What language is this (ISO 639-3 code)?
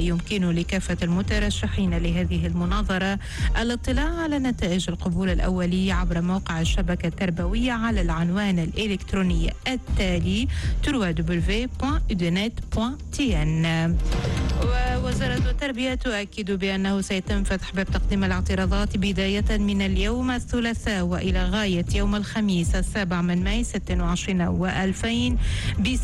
aeb